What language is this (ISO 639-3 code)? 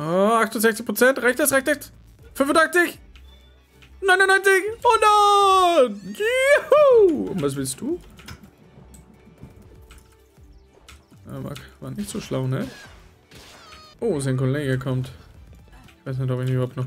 deu